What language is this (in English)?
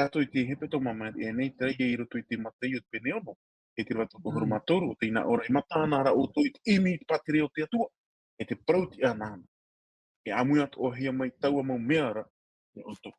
Tahitian